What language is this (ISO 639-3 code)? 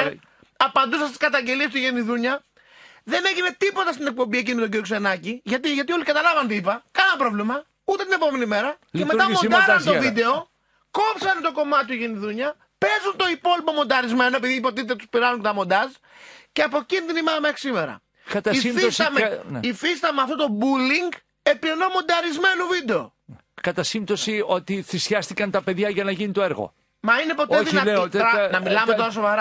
ell